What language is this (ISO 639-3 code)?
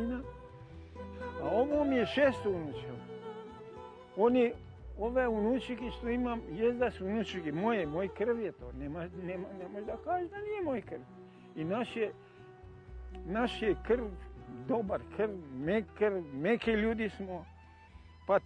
srp